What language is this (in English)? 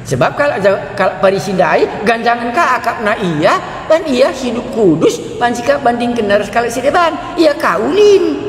Batak Karo